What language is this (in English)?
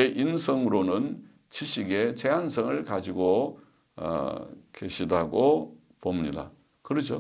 Korean